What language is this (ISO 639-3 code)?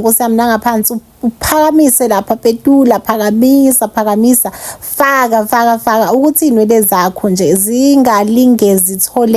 zul